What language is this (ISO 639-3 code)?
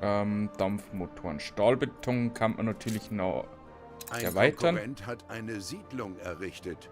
bar